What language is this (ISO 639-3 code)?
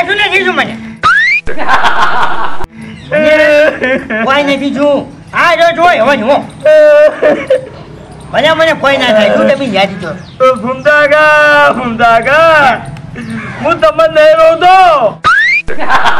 guj